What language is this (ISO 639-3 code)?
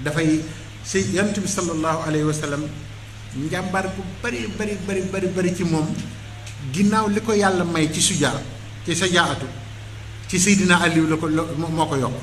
wol